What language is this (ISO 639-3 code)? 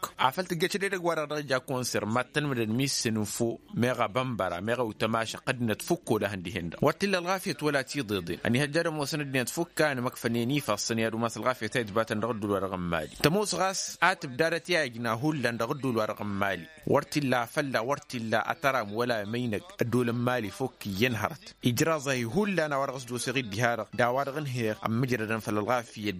taq